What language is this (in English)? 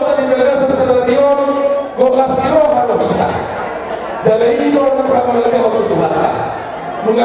Batak Toba